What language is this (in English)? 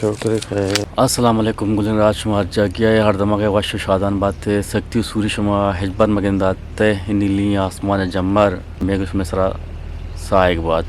Eastern Balochi